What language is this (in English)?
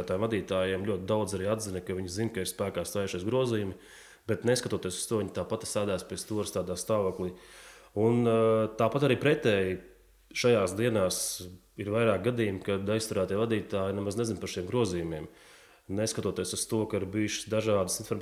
Latvian